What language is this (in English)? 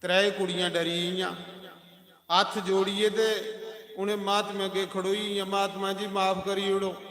Dogri